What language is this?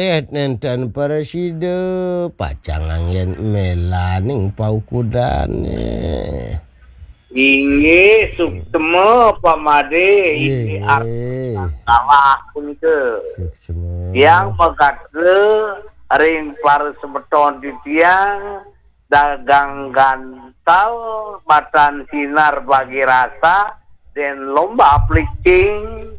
Balinese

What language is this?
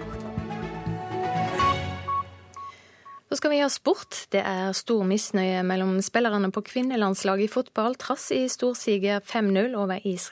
Norwegian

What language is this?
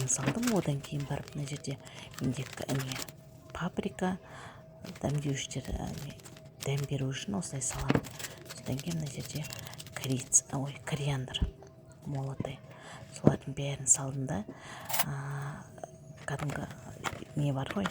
Kazakh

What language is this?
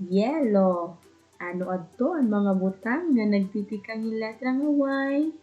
Waray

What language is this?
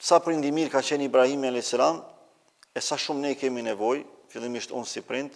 Albanian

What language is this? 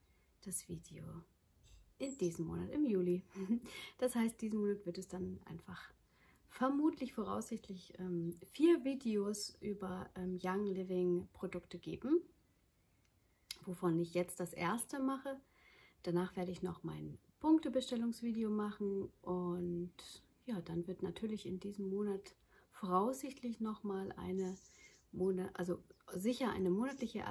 German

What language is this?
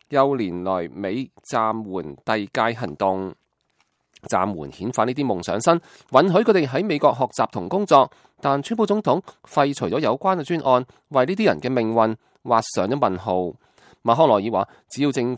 Cantonese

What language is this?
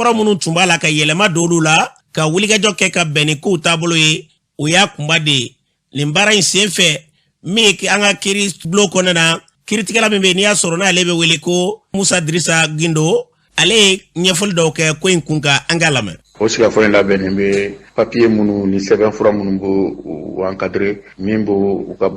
Bambara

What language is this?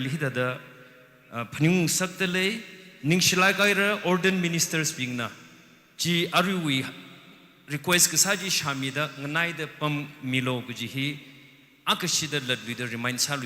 Tangkhul Naga (India)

